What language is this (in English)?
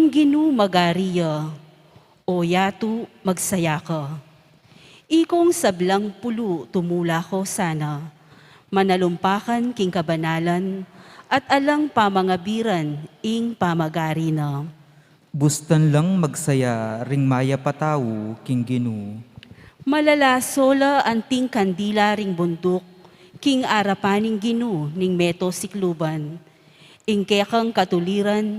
Pampanga